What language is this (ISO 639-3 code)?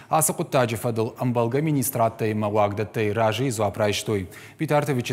oss